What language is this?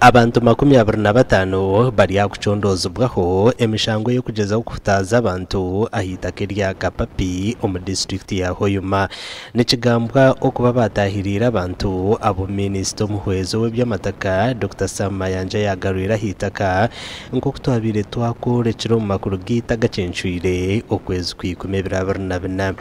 Nyankole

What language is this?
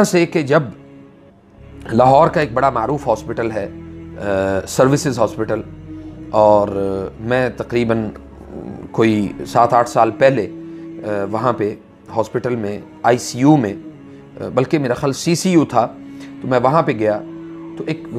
Urdu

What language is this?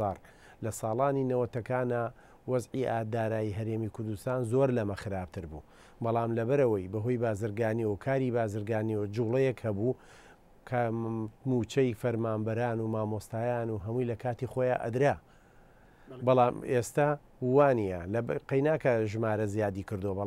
Central Kurdish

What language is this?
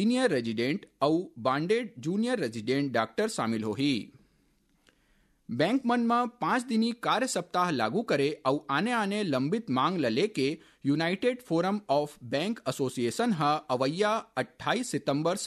Chhattisgarhi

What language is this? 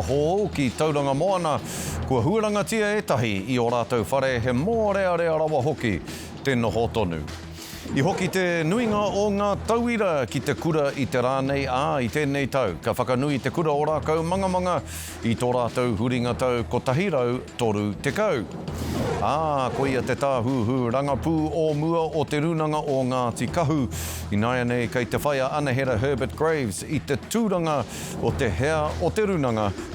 Māori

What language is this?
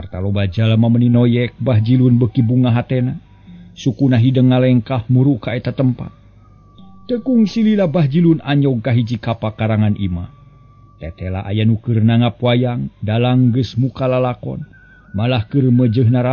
Sundanese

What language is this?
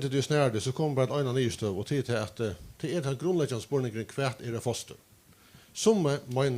Faroese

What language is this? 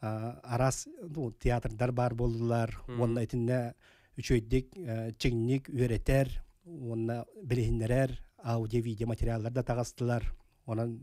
Yakut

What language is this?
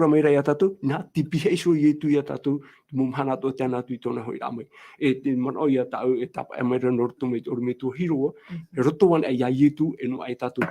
Tahitian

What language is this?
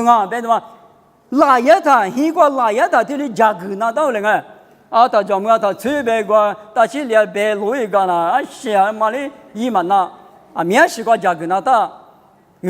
Lisu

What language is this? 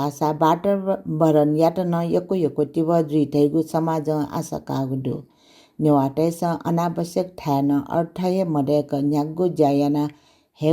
Newari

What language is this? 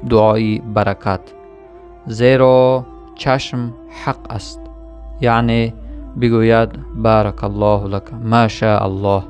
Tajik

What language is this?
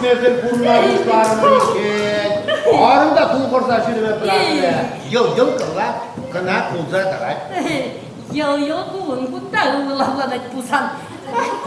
Chuvash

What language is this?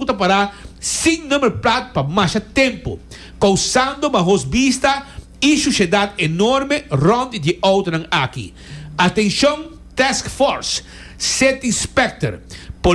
Papiamento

